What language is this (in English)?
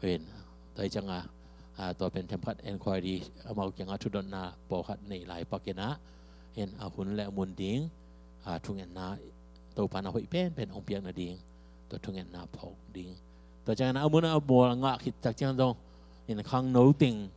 Tedim Chin